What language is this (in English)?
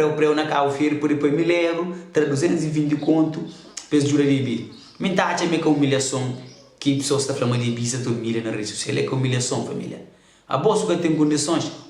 Kabuverdianu